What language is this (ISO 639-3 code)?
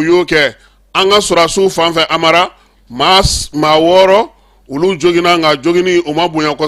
bam